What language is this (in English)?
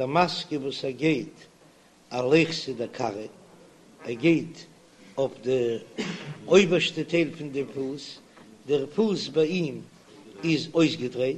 Yiddish